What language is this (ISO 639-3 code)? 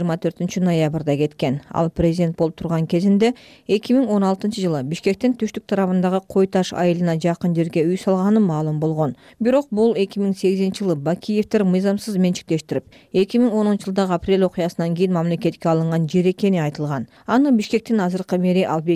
kir